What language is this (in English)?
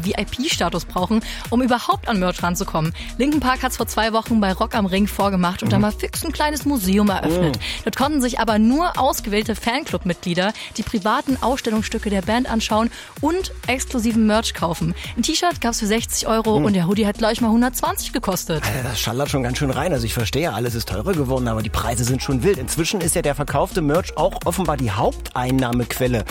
German